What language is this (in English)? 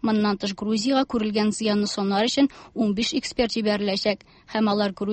Tatar